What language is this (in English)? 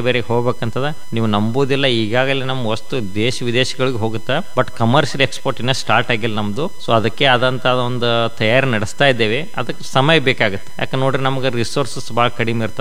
Kannada